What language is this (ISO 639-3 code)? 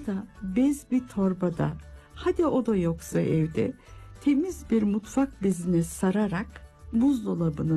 tur